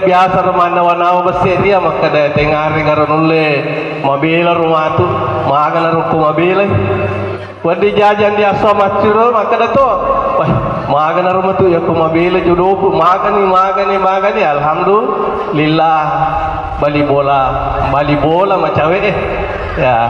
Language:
Buginese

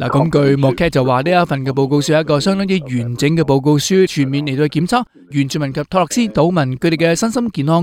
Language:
Cantonese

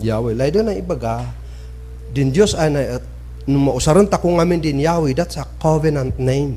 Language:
Kankanaey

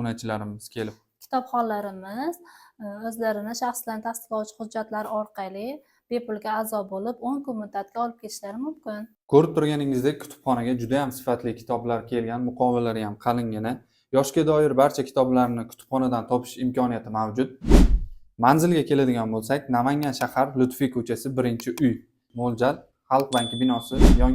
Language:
Uzbek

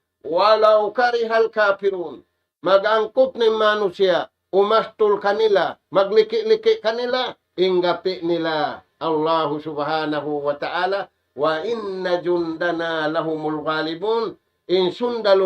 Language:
Tausug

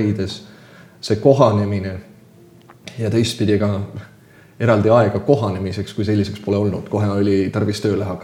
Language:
Estonian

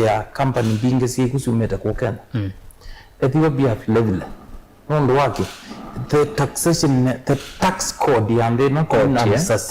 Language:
Kamba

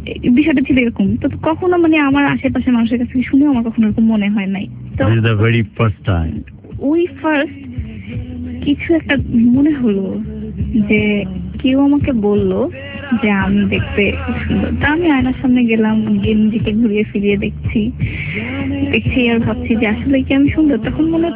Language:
Bangla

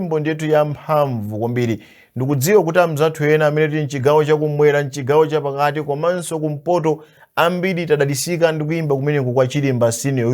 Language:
Nyanja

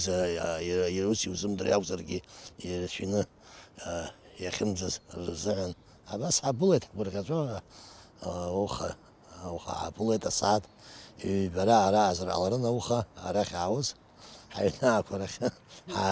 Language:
Abkhazian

